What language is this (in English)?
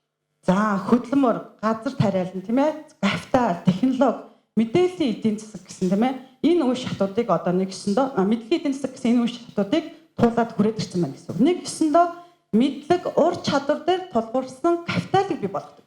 Mongolian